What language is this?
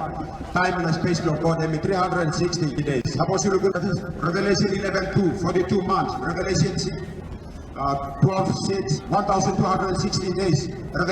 Tok Pisin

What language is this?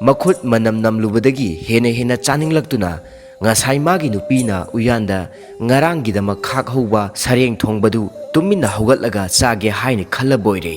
Manipuri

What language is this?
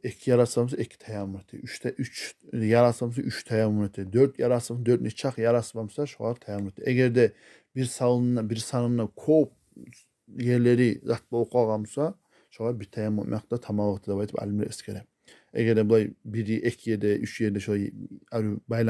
Kumyk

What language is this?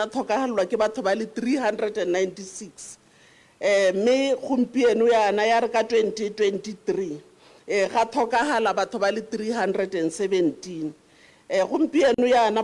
Tswana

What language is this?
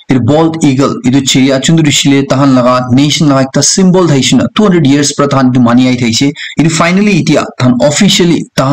Naga Pidgin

